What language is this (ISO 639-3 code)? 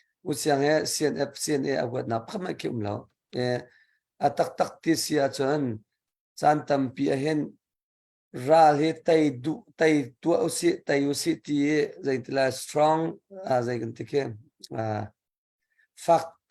cnh